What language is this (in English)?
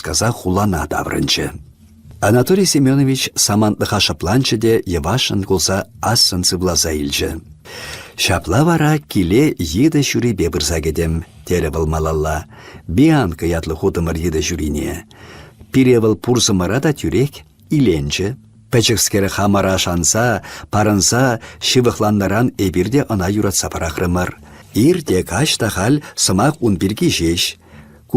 Chuvash